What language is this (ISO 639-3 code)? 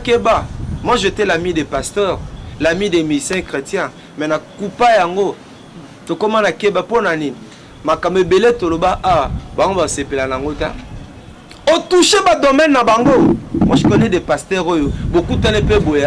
lin